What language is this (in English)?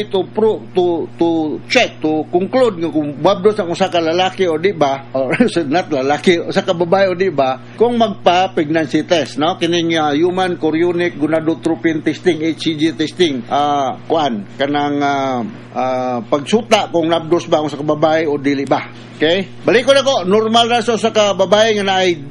Cebuano